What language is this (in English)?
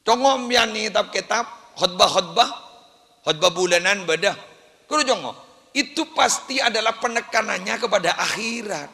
Madurese